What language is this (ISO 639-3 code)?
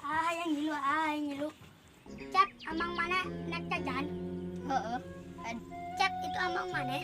sun